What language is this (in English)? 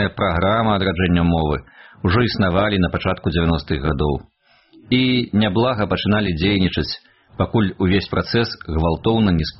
Belarusian